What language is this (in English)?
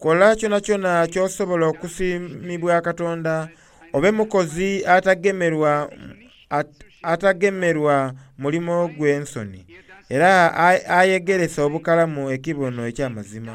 Soga